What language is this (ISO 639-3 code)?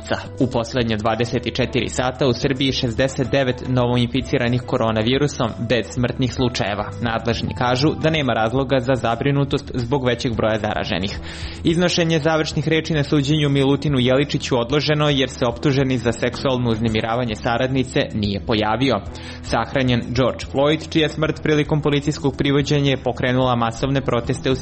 srp